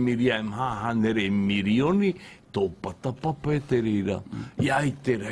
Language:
Tahitian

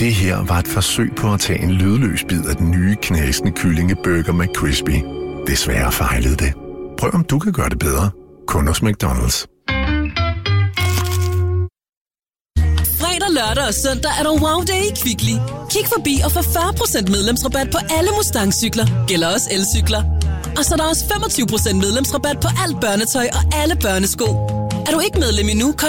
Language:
Danish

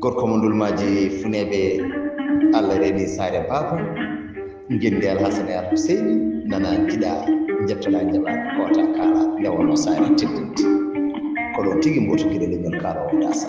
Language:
Fula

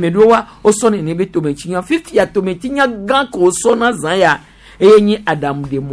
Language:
Gen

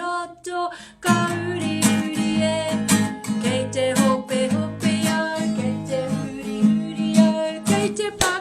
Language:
Māori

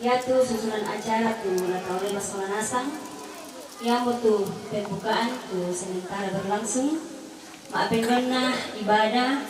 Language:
Toraja-Sa'dan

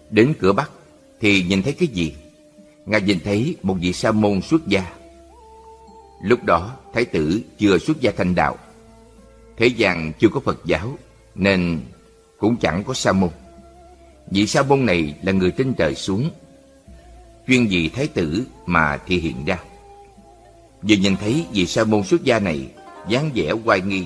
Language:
Vietnamese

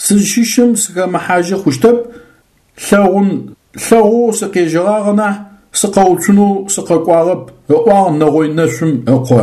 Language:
Adyghe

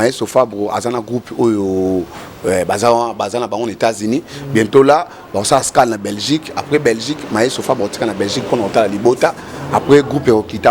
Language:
Lingala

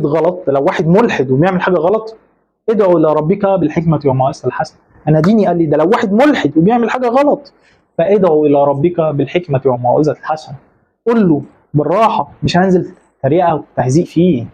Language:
Egyptian Arabic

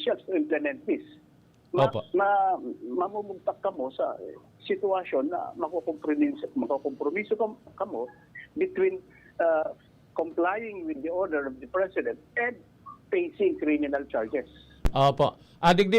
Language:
Bikol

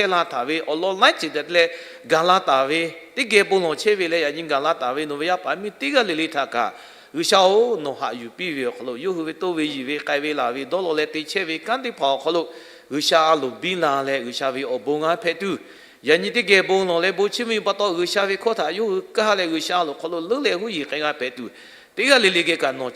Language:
Lahu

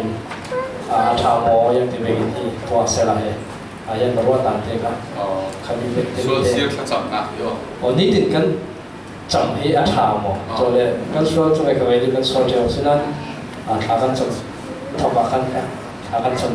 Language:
Falam Chin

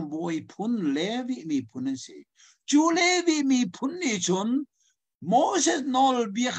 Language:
Hakha Chin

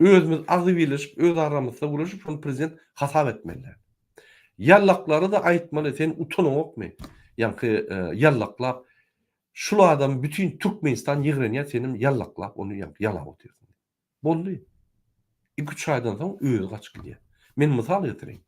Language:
Turkmen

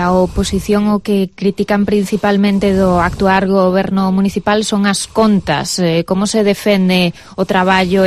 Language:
Galician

